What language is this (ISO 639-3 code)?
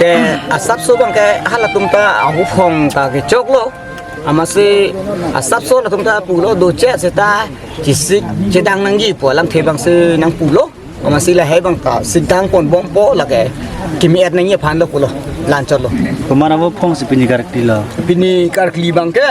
mjw